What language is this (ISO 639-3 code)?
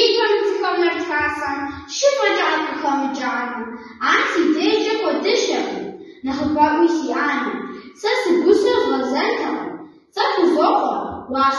kbd